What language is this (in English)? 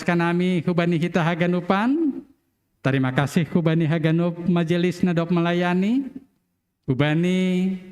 Batak Simalungun